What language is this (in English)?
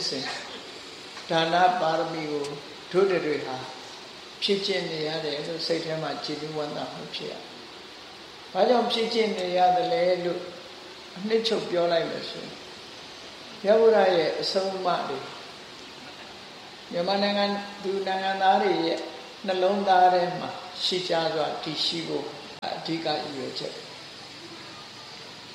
Burmese